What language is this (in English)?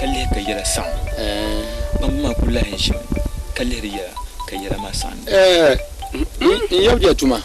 Dagbani